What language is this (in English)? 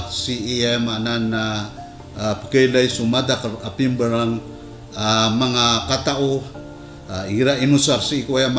Maranao